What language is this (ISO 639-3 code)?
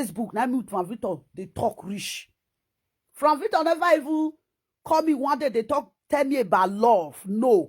pcm